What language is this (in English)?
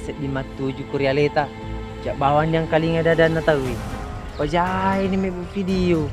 Buginese